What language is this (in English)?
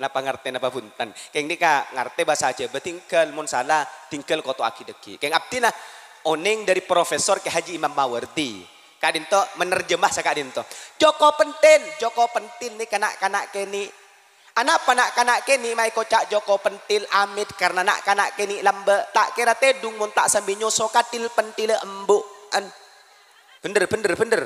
Madurese